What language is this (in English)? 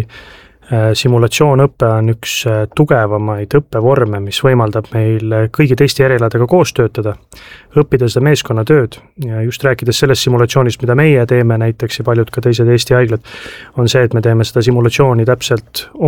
Estonian